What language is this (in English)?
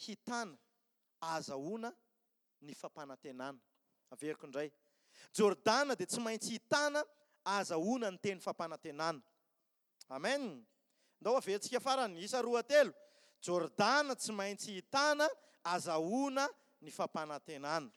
Malagasy